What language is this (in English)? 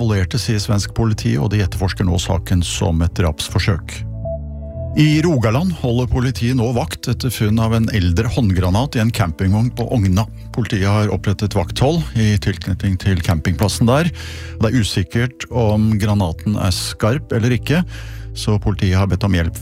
Norwegian